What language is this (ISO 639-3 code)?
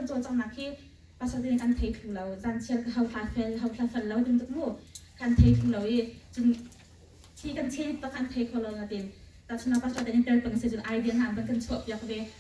cnh